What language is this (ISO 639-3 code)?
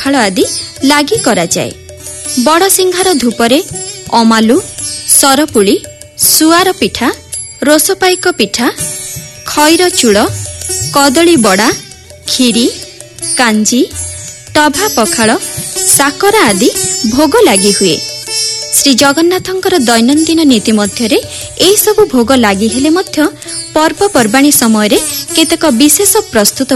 ori